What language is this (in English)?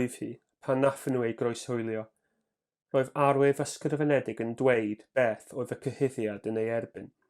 Welsh